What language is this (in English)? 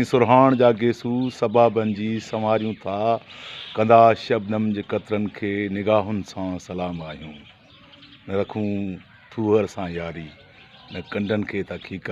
Sindhi